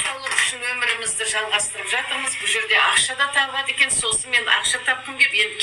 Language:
Kazakh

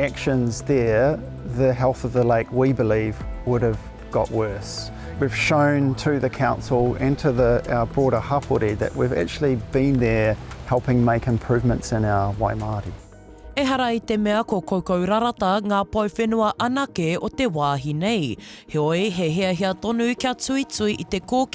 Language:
Māori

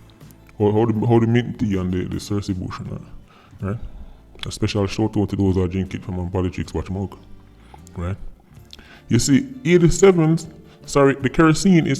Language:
Jamaican Creole English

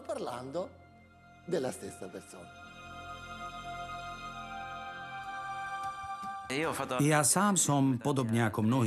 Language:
Slovak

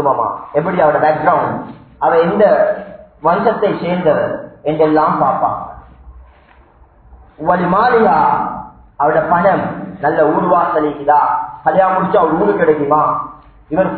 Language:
Tamil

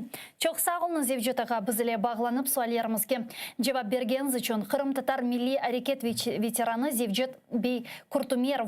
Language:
Crimean Tatar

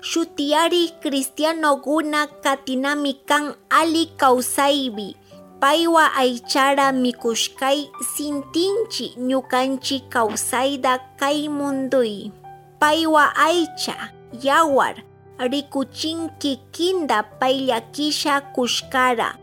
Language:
Chimborazo Highland Quichua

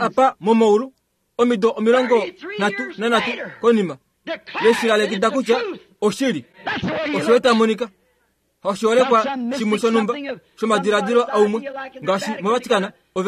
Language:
Kuanyama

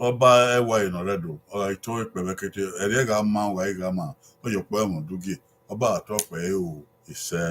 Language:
Bini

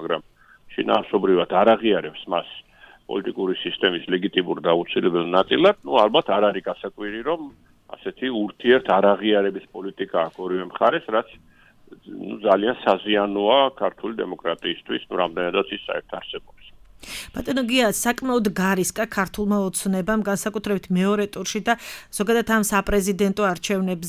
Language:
Georgian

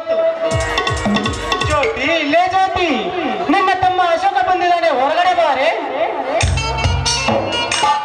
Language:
Kannada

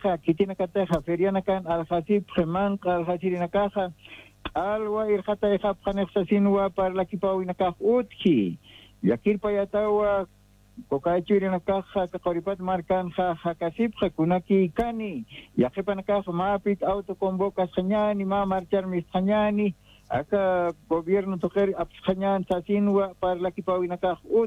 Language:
Aymara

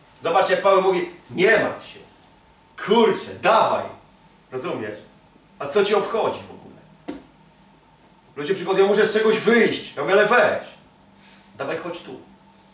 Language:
Polish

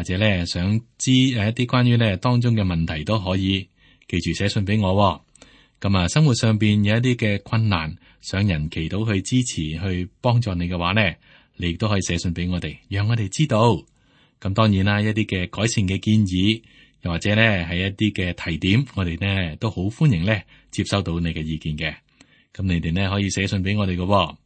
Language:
Cantonese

